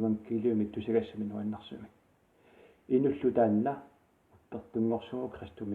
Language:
Kalaallisut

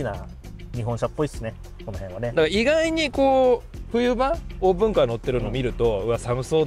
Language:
Japanese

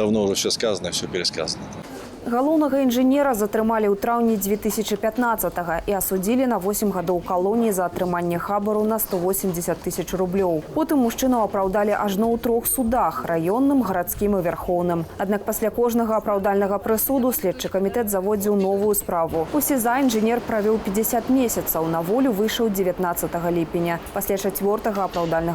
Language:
Belarusian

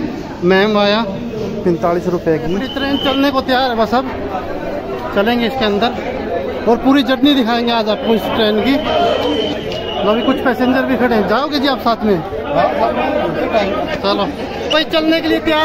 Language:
Hindi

